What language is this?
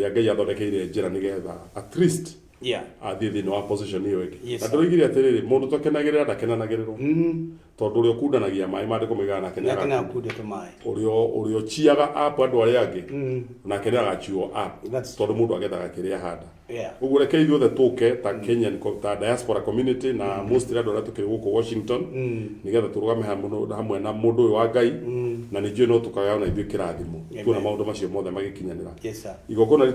Kikuyu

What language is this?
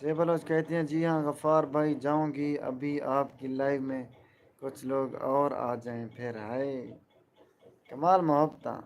Saraiki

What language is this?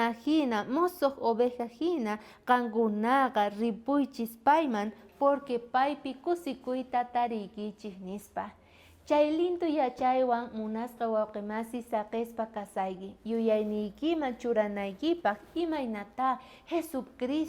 South Bolivian Quechua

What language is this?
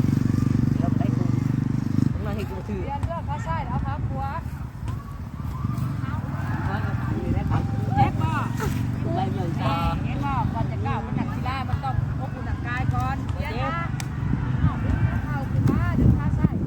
Lao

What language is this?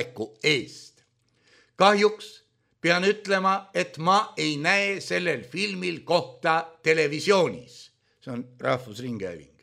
Estonian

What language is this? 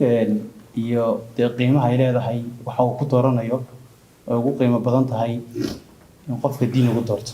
Somali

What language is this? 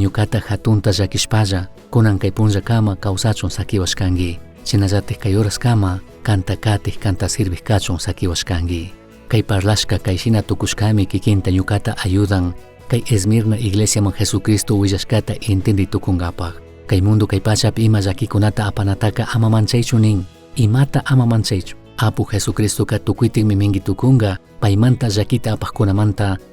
Chimborazo Highland Quichua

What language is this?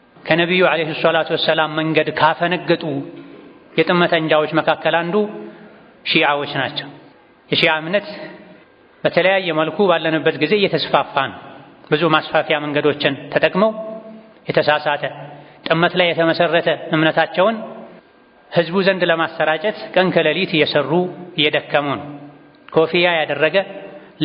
Amharic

